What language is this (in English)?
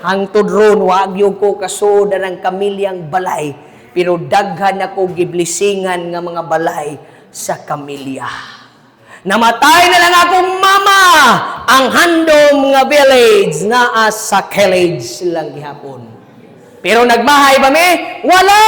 Cebuano